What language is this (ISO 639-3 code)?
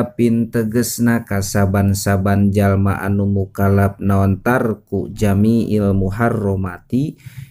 sun